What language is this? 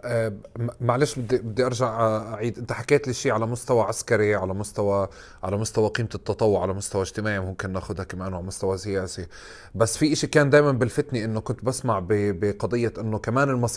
North Levantine Arabic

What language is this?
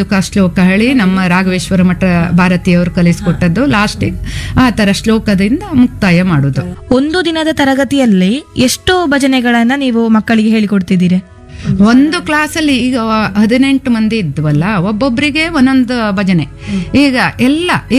Kannada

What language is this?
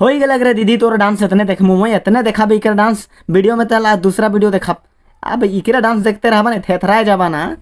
Sadri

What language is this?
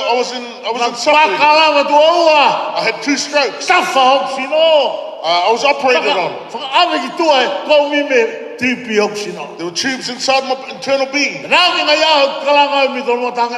Tongan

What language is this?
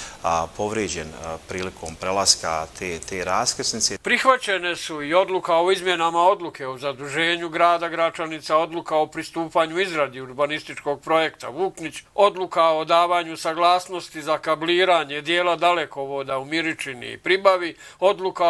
Bosnian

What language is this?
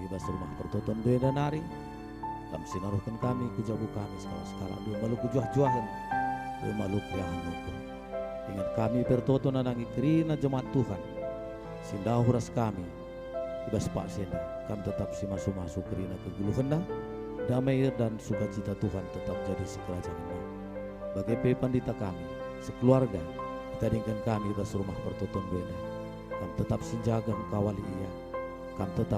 Batak Karo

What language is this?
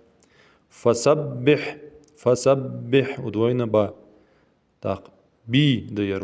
Ingush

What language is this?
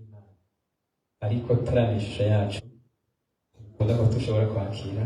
Rundi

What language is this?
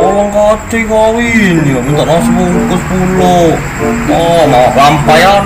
Musi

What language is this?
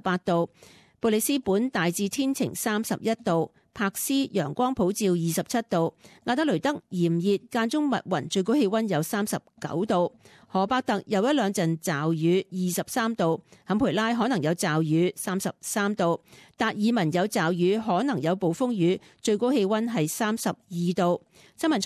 Cantonese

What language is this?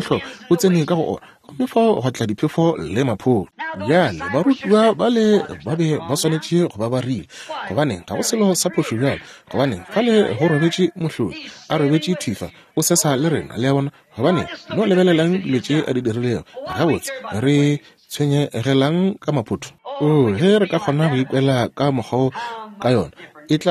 Northern Sotho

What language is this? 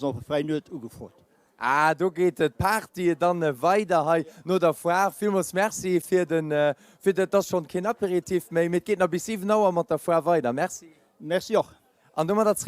Luxembourgish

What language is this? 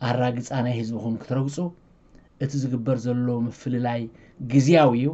Tigrinya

